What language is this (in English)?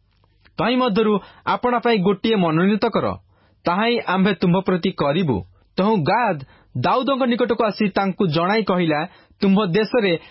Odia